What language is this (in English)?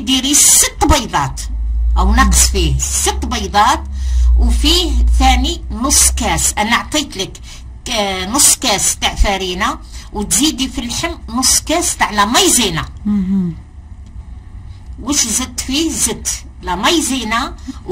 Algerian Arabic